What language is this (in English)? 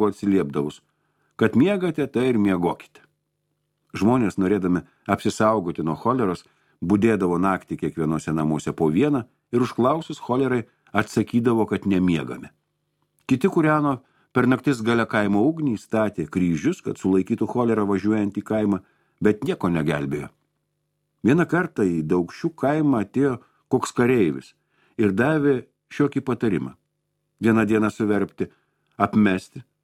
Lithuanian